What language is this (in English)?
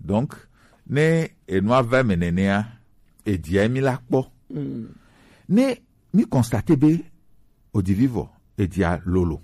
Gen